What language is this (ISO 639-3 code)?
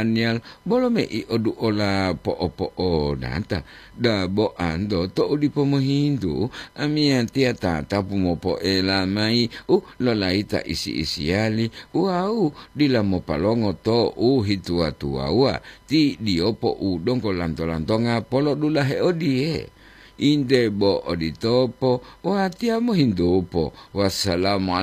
gor